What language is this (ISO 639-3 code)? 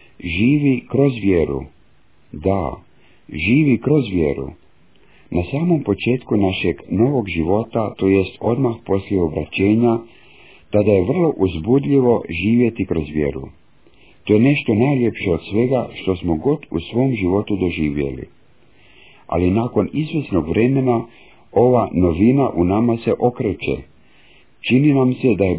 hrv